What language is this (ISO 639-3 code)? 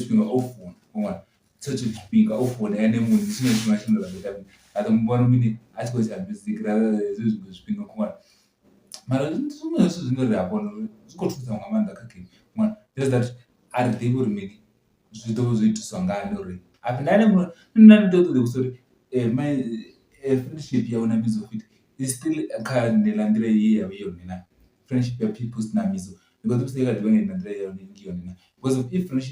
ven